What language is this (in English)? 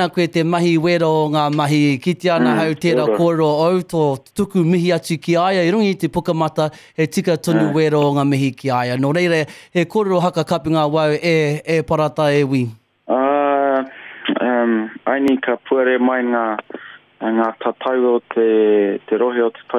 Māori